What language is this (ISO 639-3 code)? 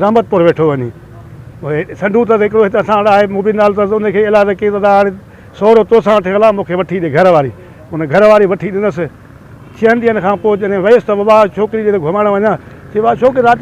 snd